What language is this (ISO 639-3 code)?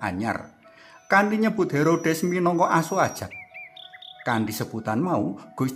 jav